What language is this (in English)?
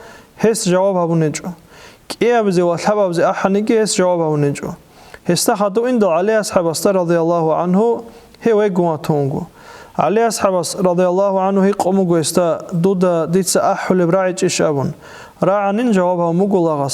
Avaric